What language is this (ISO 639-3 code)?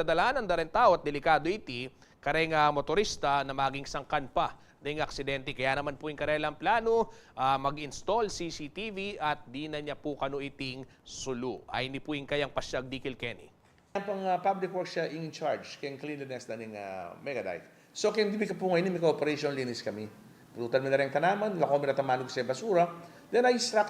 pam